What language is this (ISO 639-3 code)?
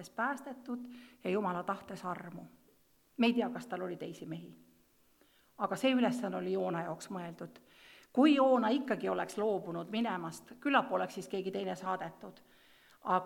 est